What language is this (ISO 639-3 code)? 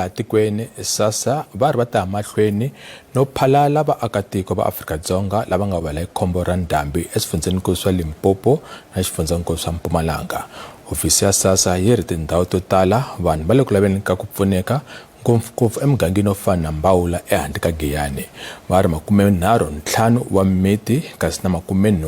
tso